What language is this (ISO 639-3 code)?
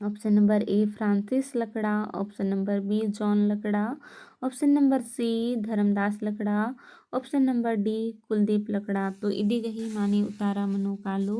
kru